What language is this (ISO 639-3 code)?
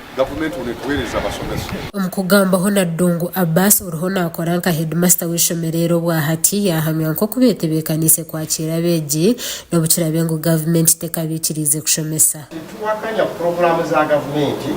nyn